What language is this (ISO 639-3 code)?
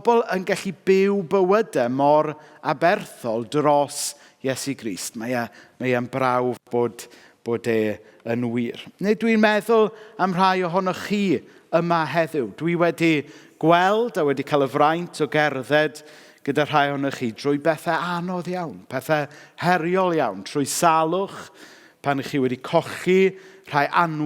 cym